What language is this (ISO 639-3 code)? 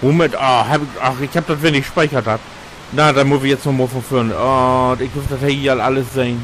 nds